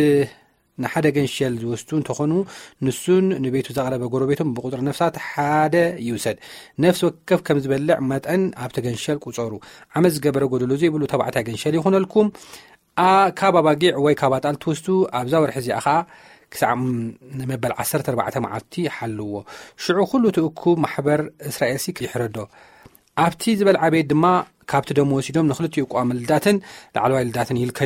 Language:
Tigrinya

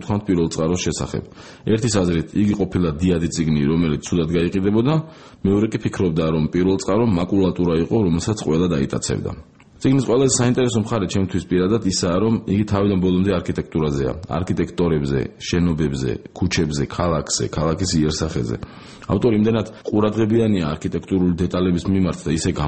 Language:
Georgian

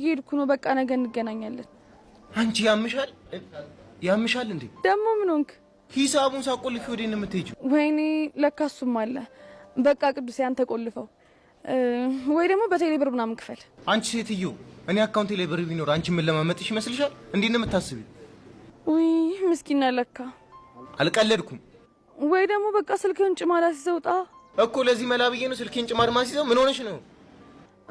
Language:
Amharic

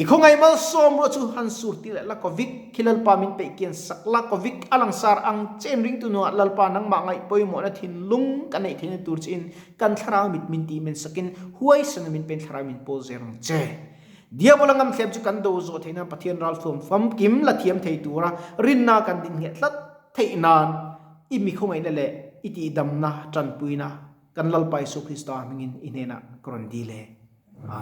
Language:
Mizo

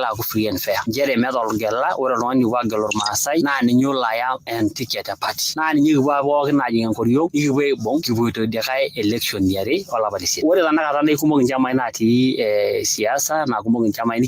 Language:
Masai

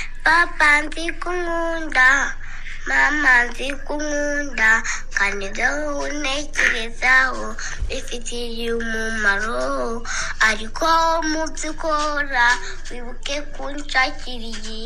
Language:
Kinyarwanda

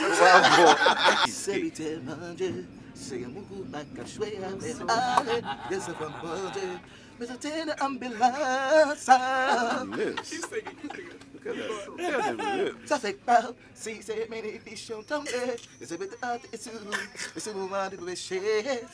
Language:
Haitian Creole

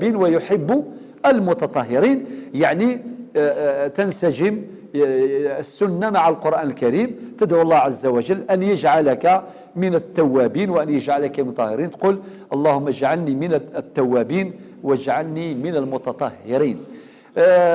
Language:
Algerian Arabic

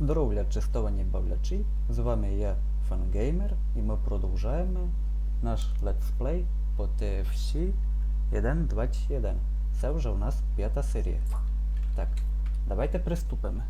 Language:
Rusyn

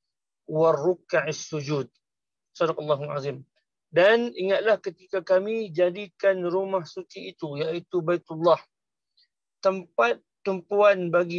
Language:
Malay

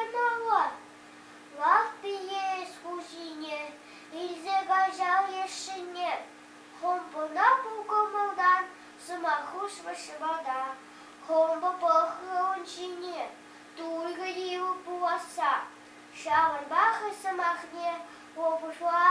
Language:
Chuvash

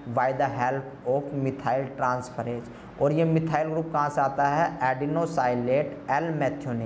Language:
Hindi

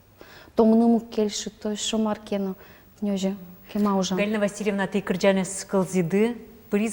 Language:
Udmurt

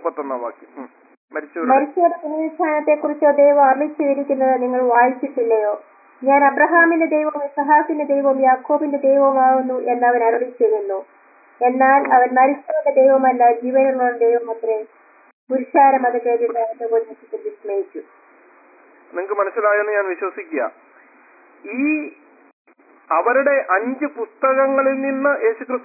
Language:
Malayalam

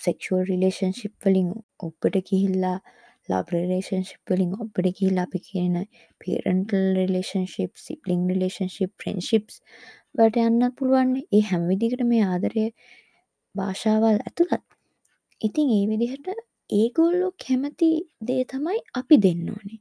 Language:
Sinhala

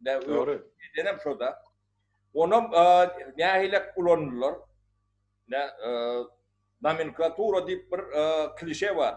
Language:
Turkmen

